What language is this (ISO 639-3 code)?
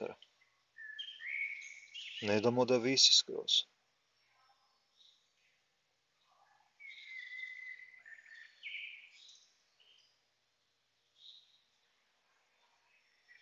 hrv